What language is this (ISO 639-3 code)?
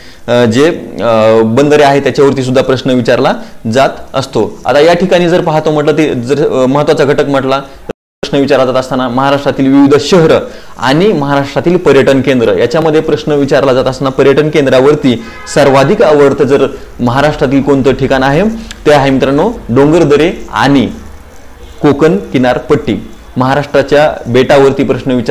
mar